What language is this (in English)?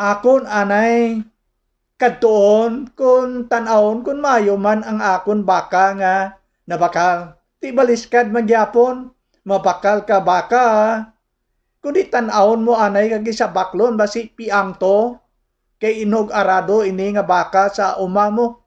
Hiligaynon